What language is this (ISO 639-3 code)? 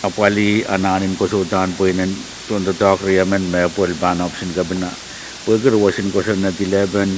pon